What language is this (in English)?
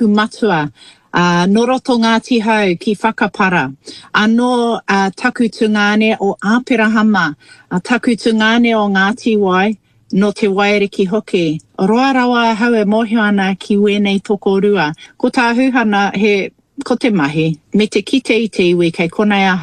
Māori